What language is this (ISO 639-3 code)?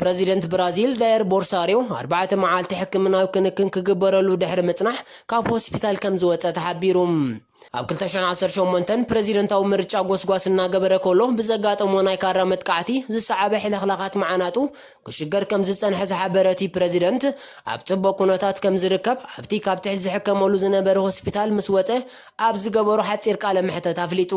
tir